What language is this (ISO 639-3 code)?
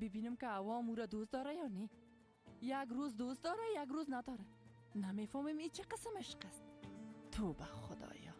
fas